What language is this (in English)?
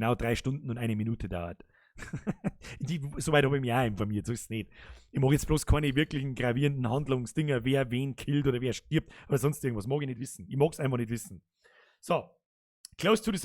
Bavarian